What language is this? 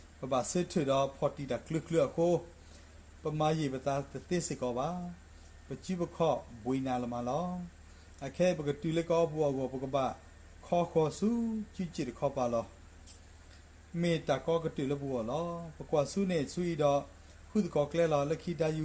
S'gaw Karen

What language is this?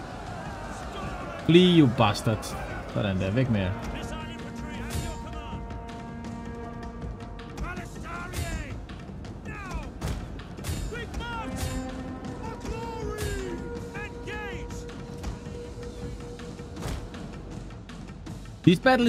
Danish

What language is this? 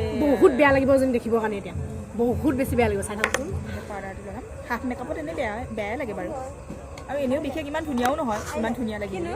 Assamese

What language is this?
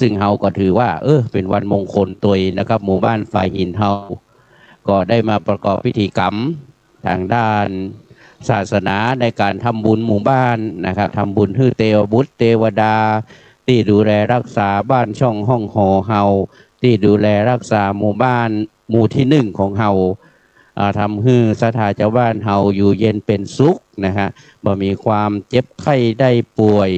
Pali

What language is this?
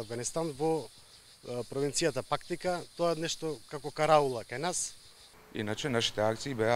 Macedonian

